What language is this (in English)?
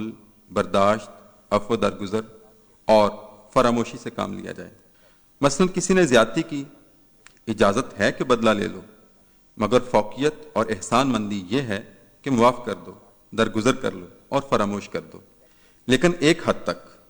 Urdu